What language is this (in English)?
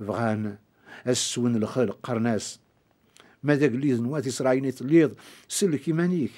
Kabyle